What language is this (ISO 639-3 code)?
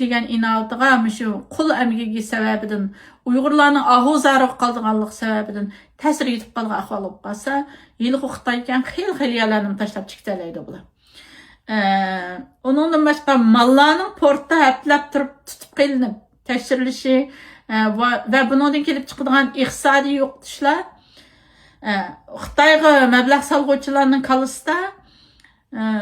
uig